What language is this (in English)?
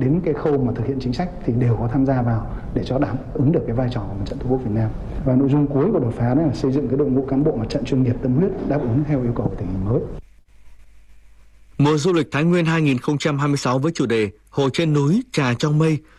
Vietnamese